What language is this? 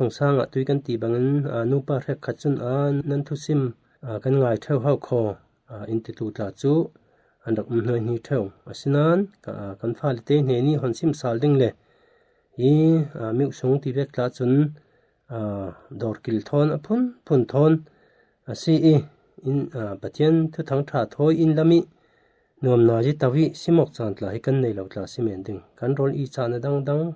Falam Chin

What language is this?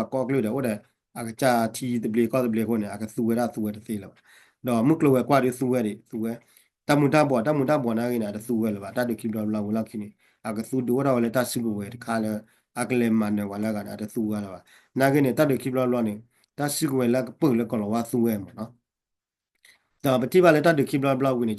S'gaw Karen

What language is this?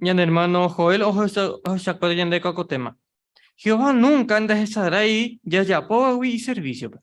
Guarani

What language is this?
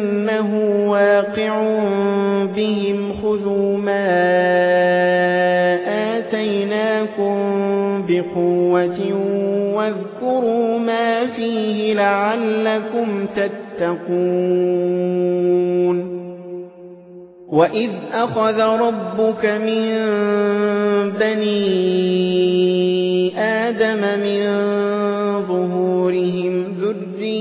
Arabic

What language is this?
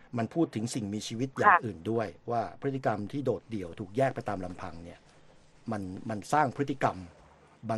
Thai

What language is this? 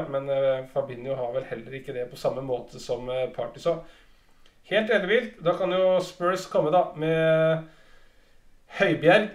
Norwegian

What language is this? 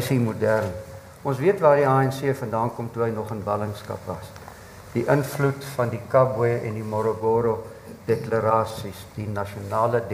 Afrikaans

